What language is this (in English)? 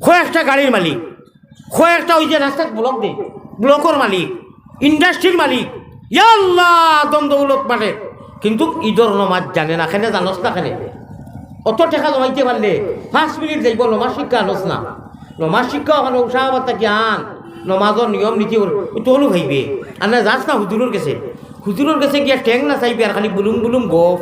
Sylheti